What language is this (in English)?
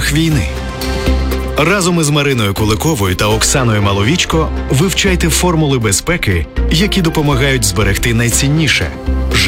Ukrainian